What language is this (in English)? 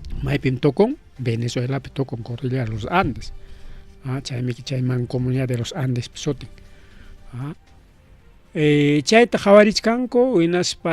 Ayacucho Quechua